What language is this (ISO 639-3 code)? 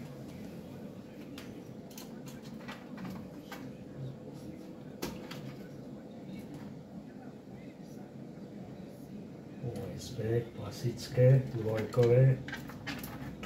slk